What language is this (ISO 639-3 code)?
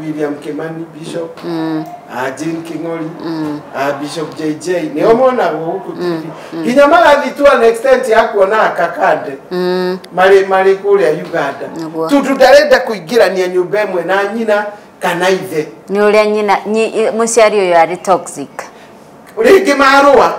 kik